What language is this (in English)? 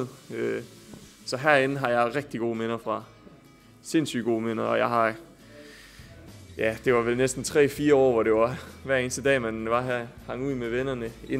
Danish